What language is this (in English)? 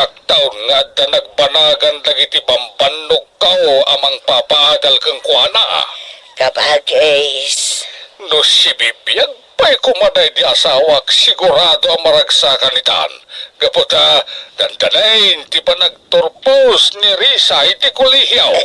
Iloko